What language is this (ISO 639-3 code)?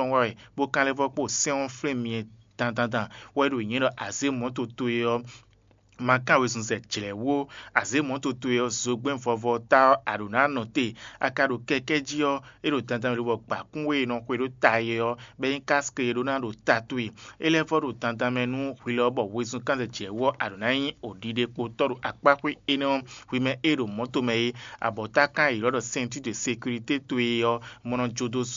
fon